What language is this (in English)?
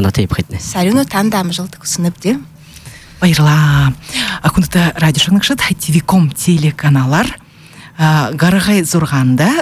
Buriat